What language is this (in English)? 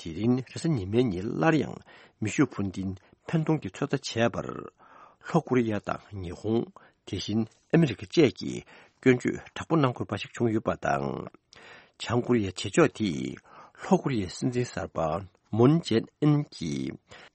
Tibetan